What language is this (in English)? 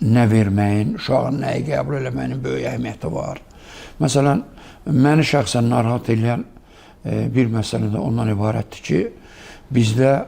Azerbaijani